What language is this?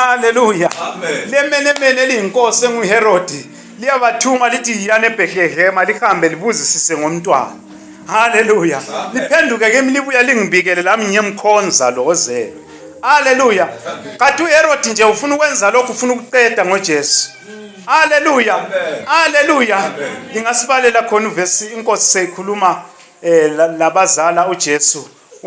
North Ndebele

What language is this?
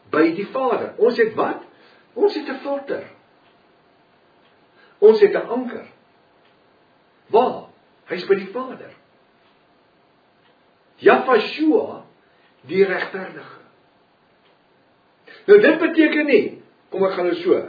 Afrikaans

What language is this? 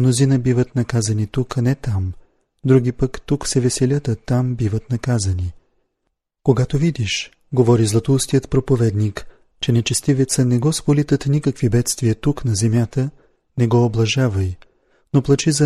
Bulgarian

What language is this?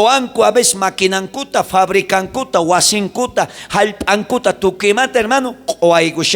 South Bolivian Quechua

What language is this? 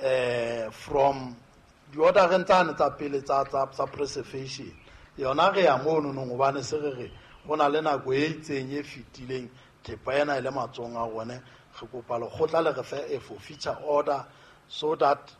Southern Sotho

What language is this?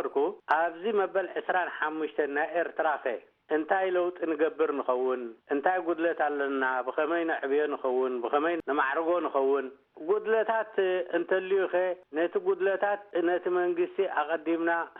Tigrinya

